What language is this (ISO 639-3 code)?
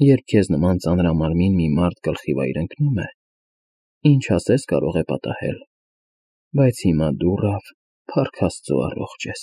hye